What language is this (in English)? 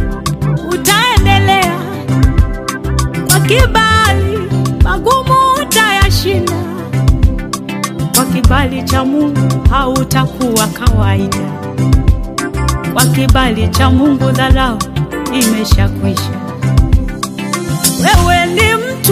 Swahili